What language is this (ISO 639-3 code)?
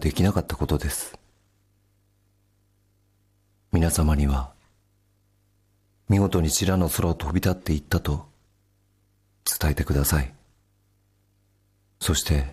jpn